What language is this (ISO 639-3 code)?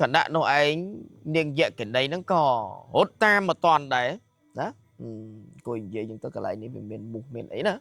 khm